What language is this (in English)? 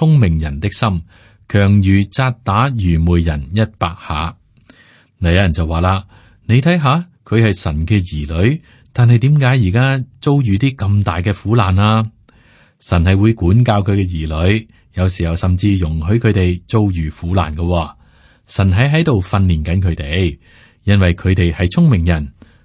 Cantonese